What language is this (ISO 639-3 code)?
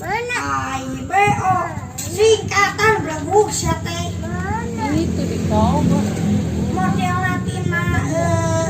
sun